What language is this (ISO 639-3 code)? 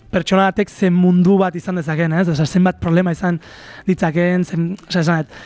eus